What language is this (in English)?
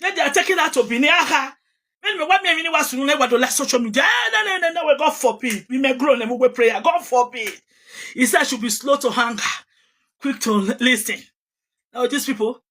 Nigerian Pidgin